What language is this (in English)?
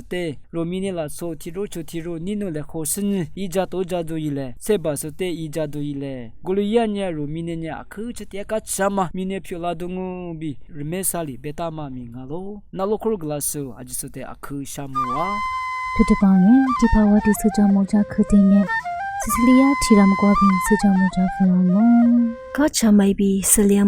Lisu